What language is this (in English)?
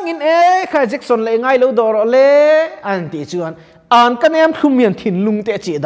Mizo